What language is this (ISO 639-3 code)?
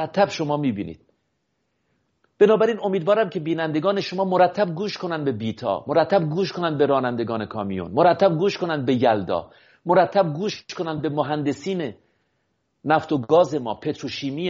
fas